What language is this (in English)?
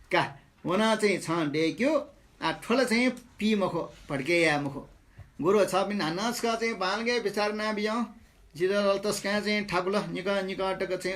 Newari